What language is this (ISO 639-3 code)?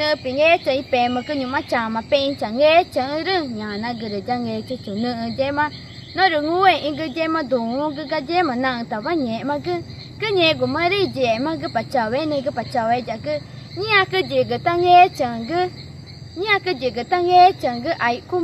tca